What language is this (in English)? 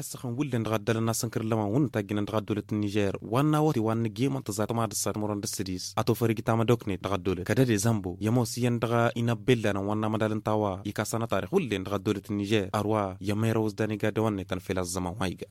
Tamasheq